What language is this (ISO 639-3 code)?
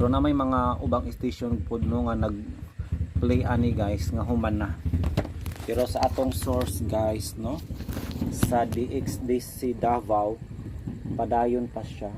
ceb